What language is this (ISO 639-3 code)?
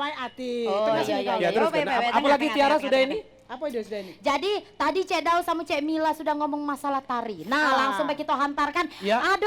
mui